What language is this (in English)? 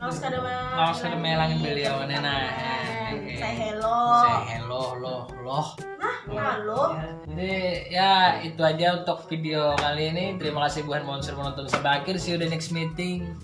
Banjar